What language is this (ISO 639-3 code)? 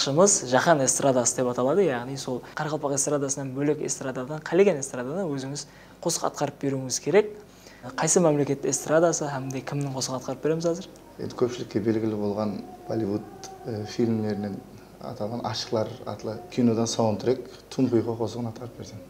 kaa